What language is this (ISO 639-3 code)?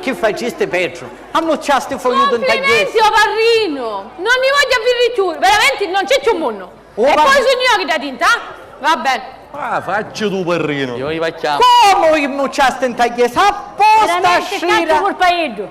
scn